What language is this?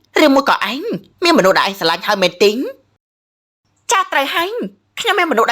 Khmer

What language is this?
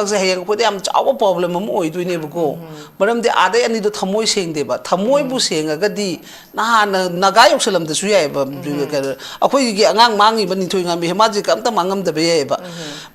Manipuri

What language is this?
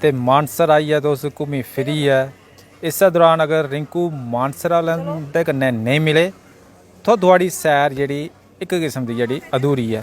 Dogri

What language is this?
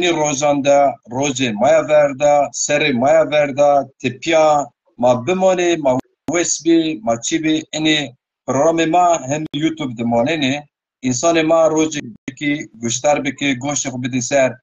Zaza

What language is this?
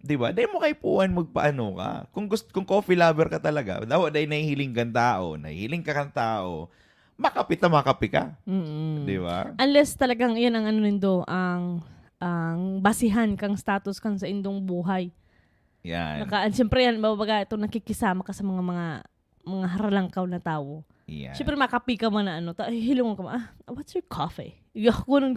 Bikol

